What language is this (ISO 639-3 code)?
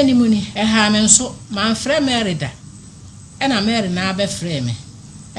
aka